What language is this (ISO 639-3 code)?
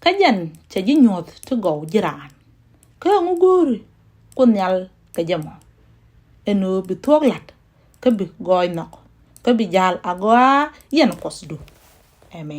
nus